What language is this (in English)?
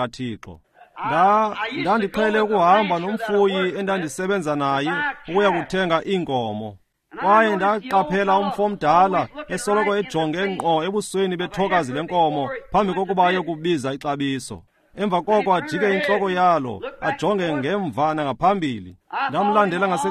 Xhosa